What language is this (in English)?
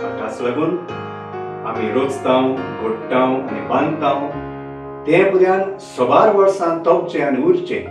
Konkani